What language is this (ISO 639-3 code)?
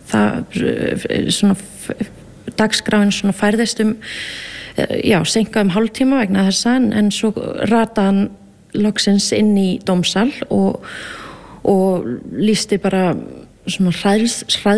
isl